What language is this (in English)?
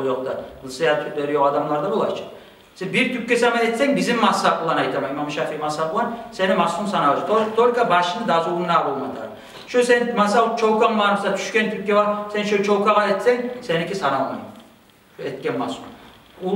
Kumyk